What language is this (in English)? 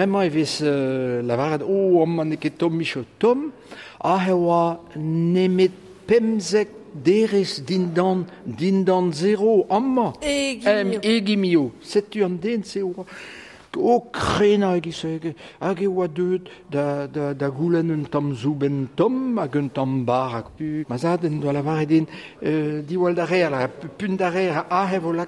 Breton